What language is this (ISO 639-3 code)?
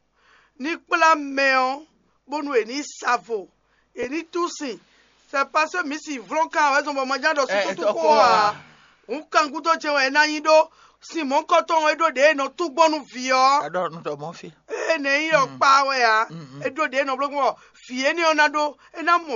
fon